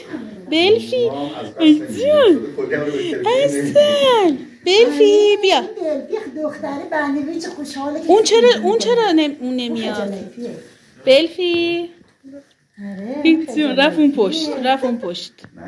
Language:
Persian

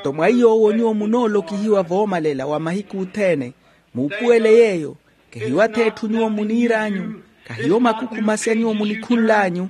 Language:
Makhuwa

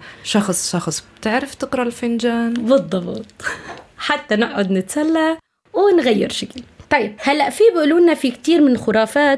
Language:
North Levantine Arabic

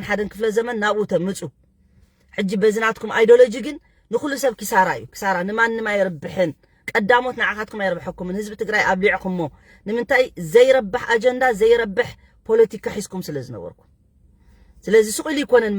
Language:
Tigrinya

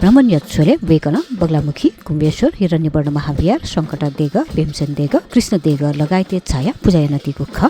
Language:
Newari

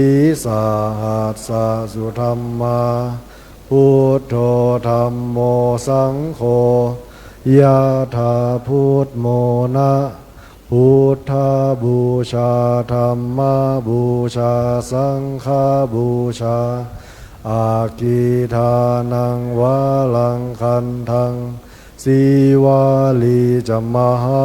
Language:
Pali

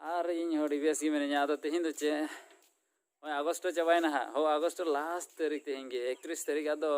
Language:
Santali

